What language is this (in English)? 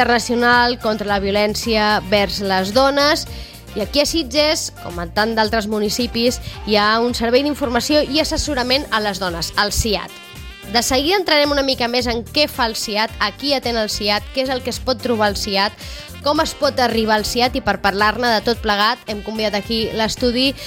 Catalan